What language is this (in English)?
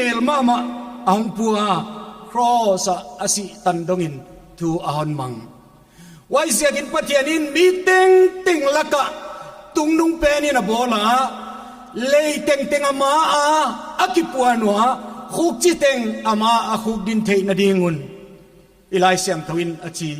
Paite Chin